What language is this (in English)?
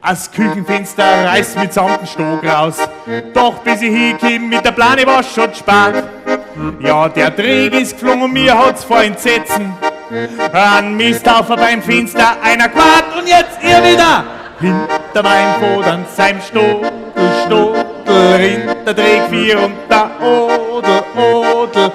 Bavarian